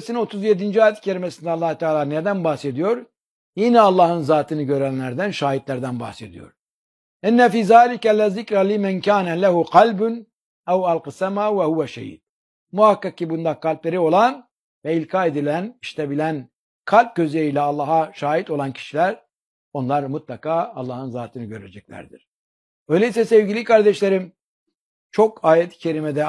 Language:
Turkish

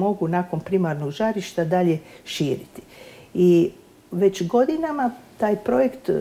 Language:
Croatian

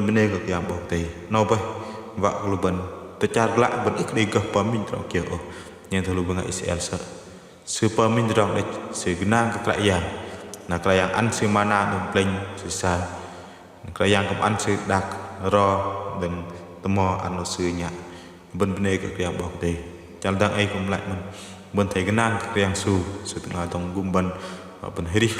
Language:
Bahnar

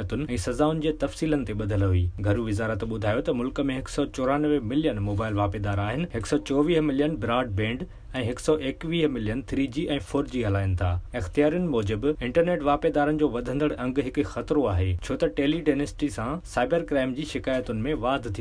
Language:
Sindhi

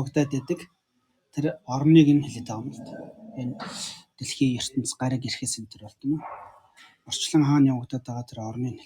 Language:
Mongolian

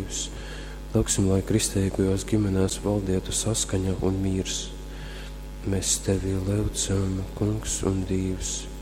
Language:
Latgalian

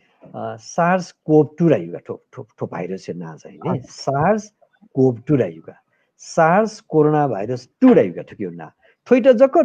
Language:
Newari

